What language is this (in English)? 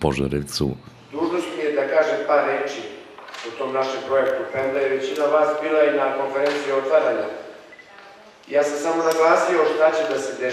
Serbian